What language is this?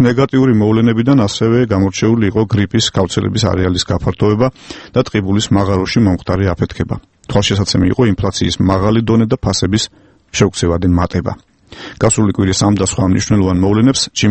Georgian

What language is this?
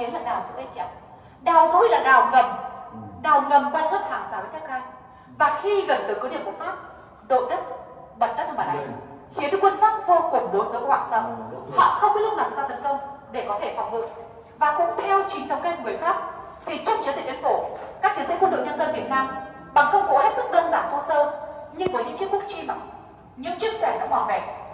Vietnamese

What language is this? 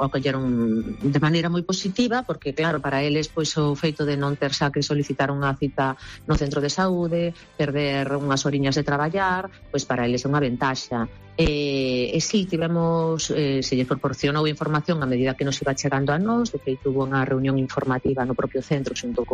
Galician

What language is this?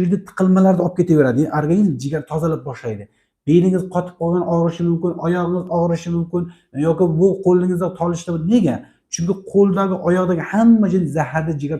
Uzbek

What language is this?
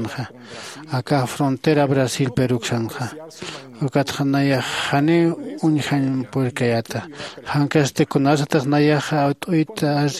Aymara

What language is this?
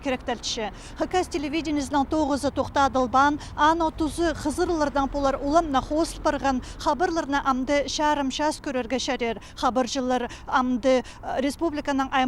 Khakas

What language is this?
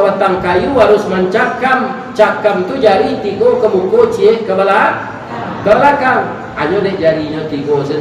Minangkabau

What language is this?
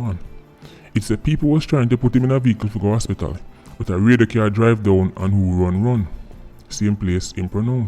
Jamaican Creole English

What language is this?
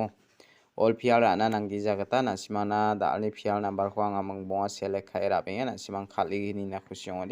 Garo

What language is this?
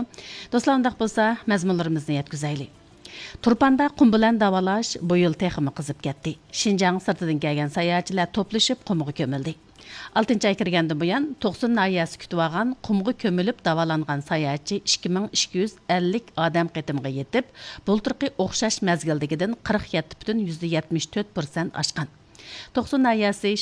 Uyghur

